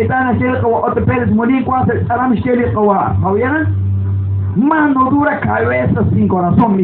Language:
Kekchí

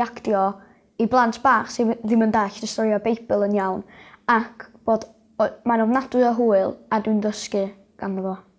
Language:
Welsh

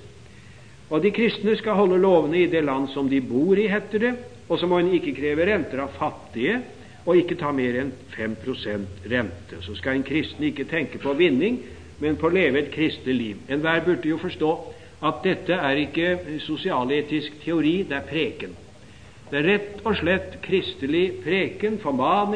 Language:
Norwegian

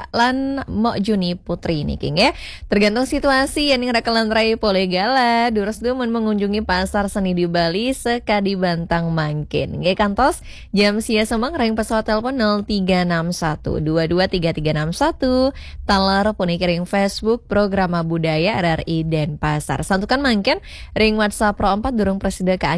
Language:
Balinese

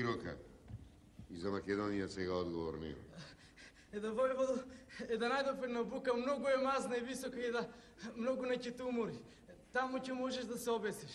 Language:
Macedonian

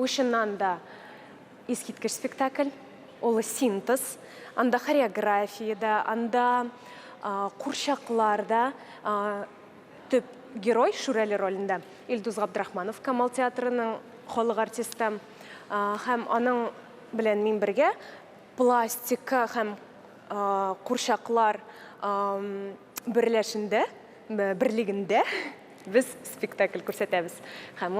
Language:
Tatar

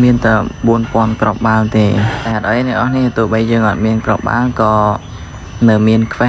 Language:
Khmer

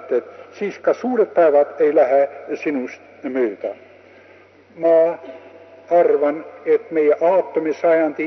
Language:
Estonian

